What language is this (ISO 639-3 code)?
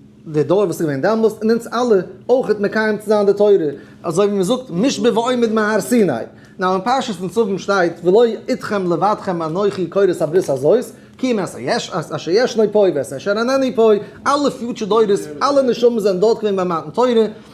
yid